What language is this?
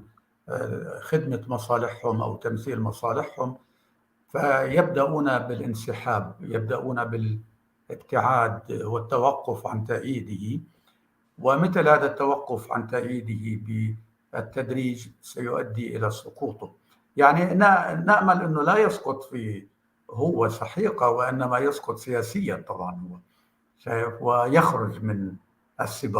North Levantine Arabic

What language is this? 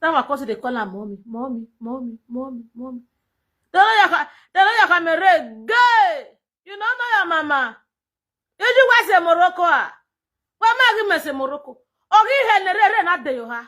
Nigerian Pidgin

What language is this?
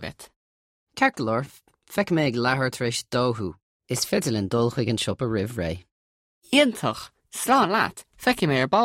Irish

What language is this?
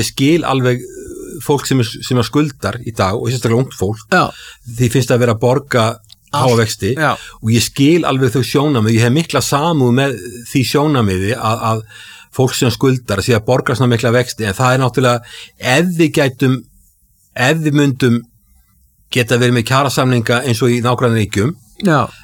Icelandic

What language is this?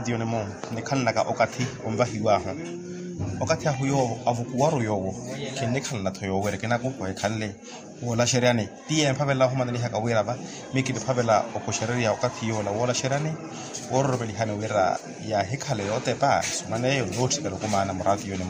Makhuwa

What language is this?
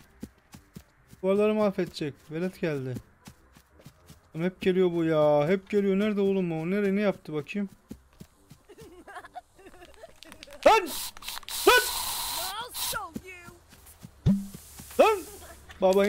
Turkish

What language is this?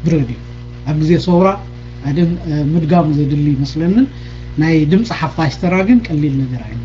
Tigrinya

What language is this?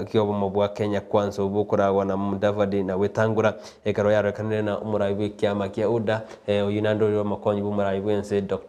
Gusii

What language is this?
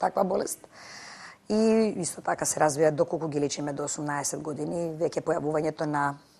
Macedonian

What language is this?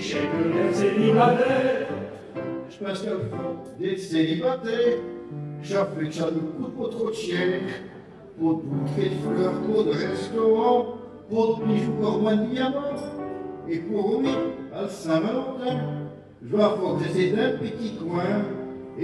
Picard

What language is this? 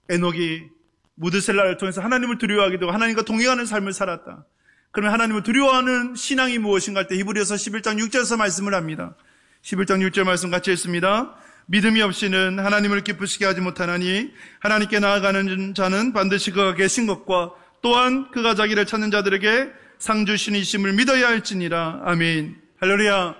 Korean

